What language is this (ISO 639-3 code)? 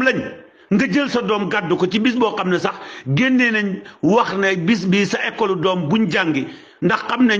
wol